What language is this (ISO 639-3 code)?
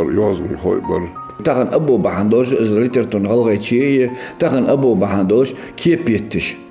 inh